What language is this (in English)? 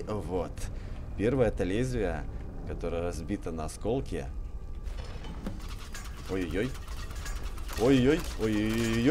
Russian